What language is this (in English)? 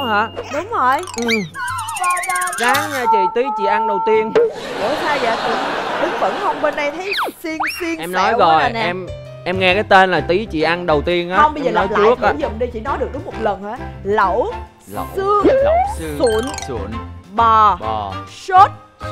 Vietnamese